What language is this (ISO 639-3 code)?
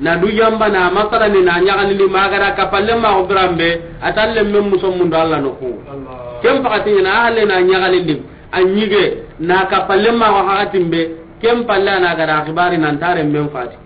snk